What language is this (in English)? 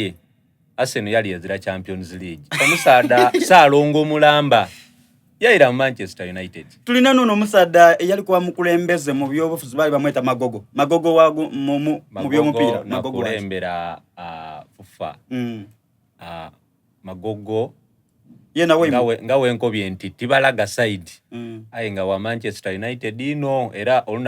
Soga